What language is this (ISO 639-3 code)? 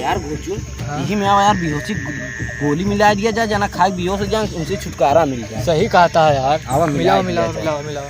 awa